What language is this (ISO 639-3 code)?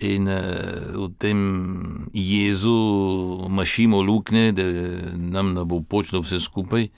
slv